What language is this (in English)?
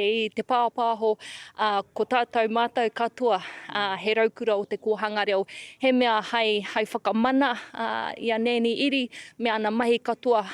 Māori